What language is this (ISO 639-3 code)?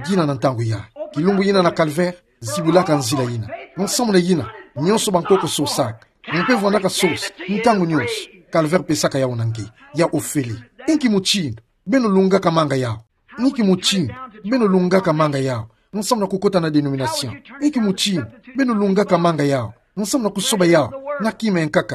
ktu